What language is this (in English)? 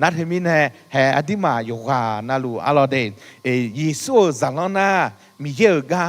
Akha